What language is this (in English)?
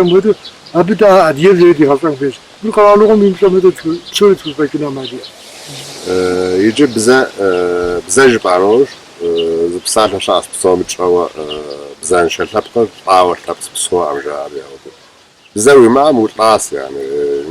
Kabardian